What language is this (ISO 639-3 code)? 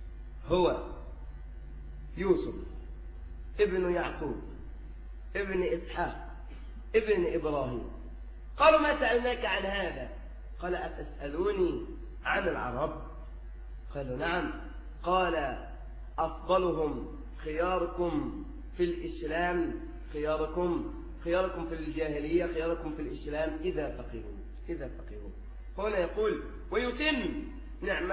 ara